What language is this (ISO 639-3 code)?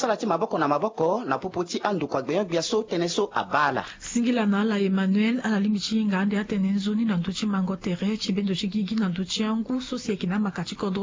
sag